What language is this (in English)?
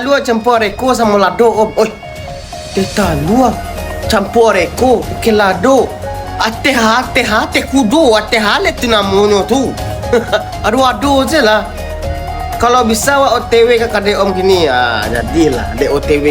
Minangkabau